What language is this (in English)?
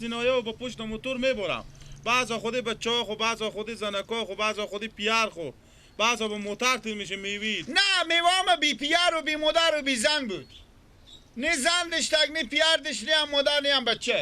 Persian